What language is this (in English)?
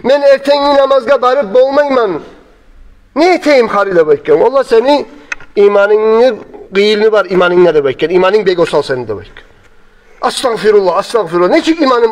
Kumyk